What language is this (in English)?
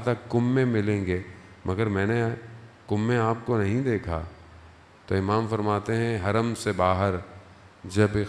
Urdu